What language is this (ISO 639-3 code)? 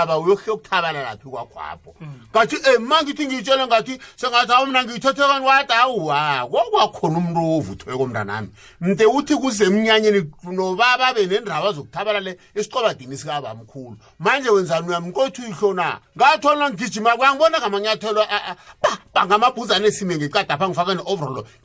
nbl